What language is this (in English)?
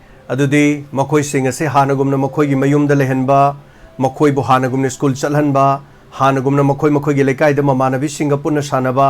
Manipuri